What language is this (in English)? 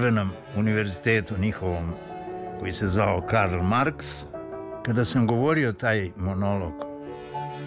Serbian